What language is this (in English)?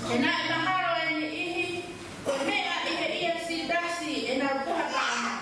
Tongan